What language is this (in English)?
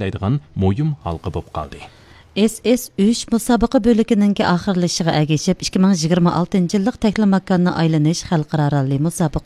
Uyghur